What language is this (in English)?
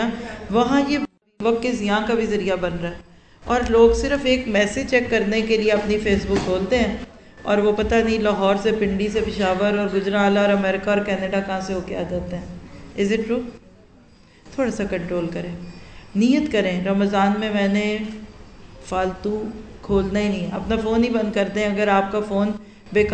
Urdu